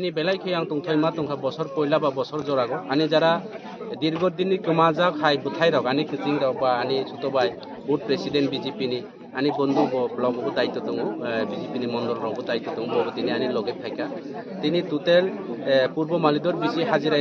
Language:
Kok Borok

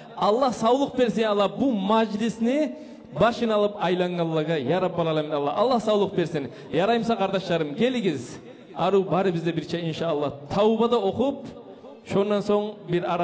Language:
Kumyk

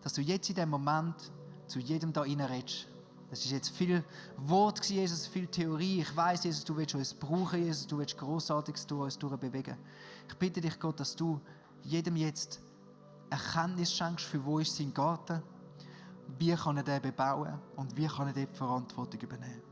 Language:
Swiss German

